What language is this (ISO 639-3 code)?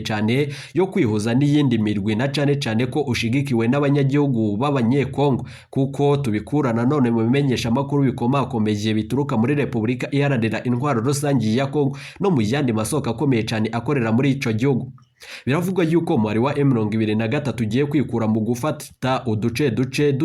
run